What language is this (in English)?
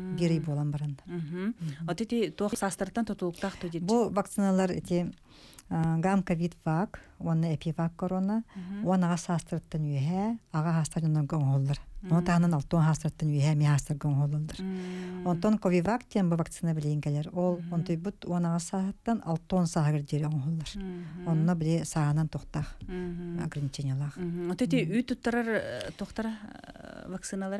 Yakut